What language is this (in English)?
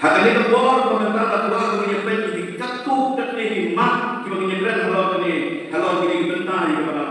Khasi